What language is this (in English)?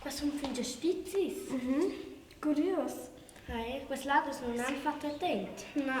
Romansh